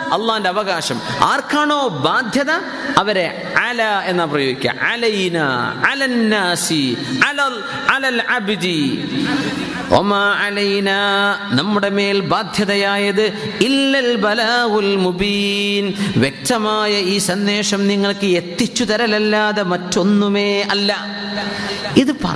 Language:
Malayalam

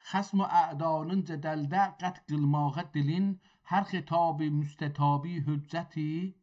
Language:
South Azerbaijani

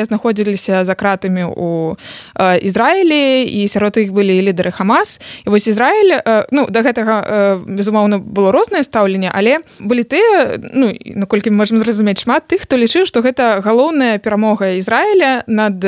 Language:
Belarusian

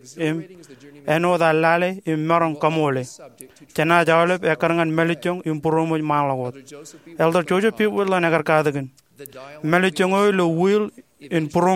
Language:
Marshallese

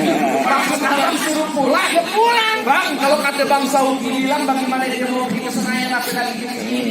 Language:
Betawi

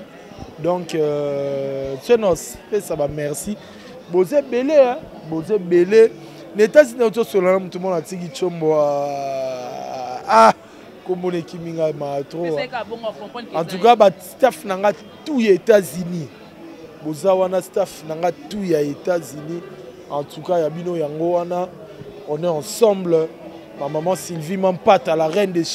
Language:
Lingala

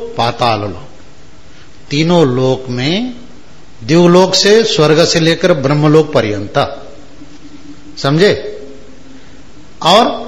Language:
Hindi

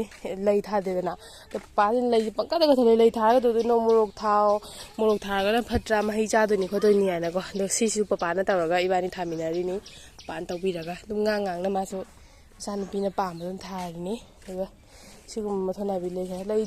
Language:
Manipuri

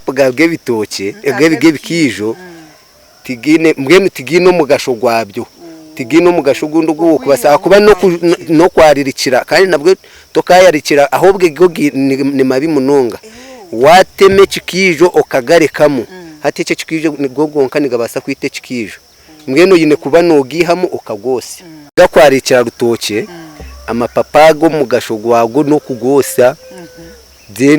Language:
Nyankole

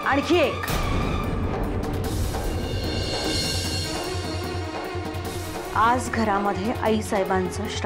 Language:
Marathi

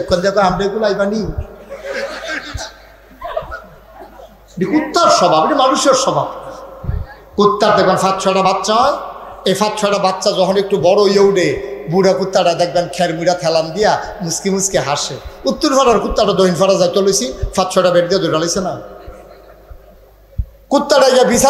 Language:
Bangla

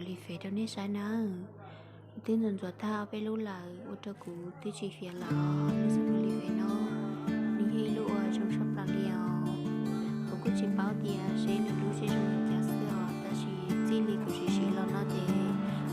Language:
Hmong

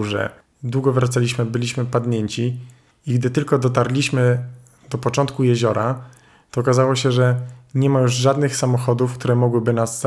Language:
Polish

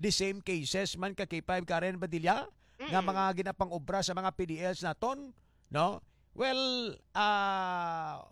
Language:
Hiligaynon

